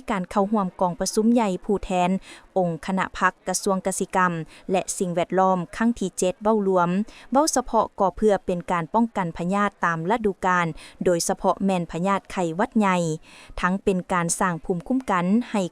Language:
Lao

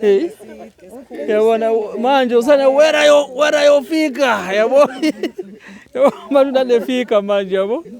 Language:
Zulu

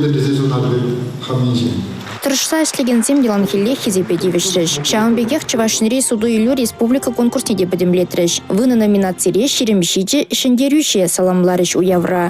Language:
Chuvash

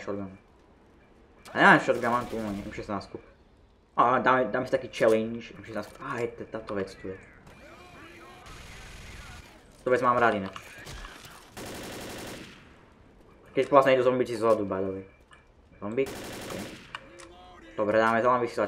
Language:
Slovak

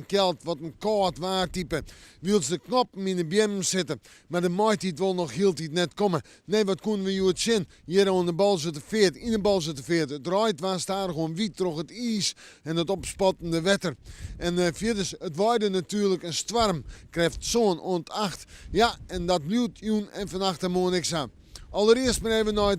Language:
Western Frisian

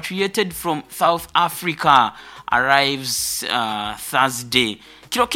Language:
Nyoro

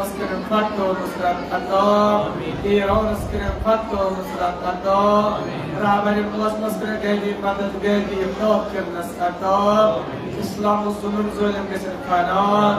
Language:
Kashmiri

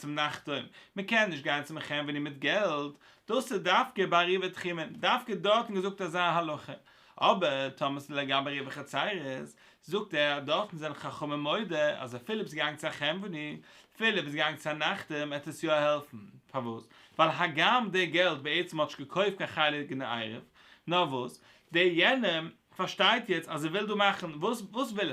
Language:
Yiddish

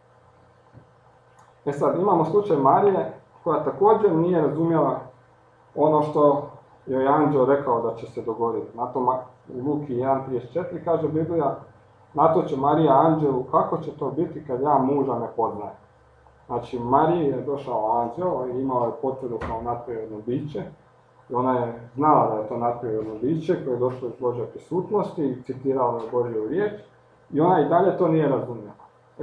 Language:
Croatian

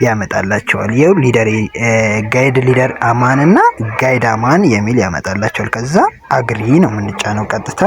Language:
Amharic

